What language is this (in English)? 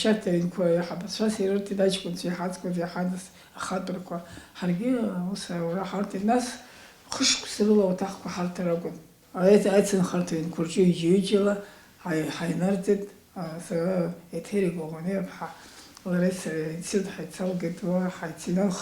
Abkhazian